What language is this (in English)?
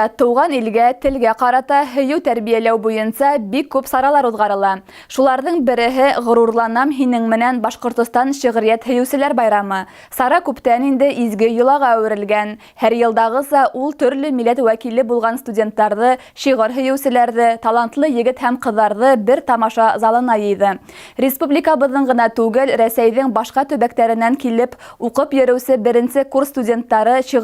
Bashkir